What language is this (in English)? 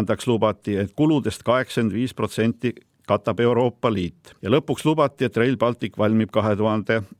Estonian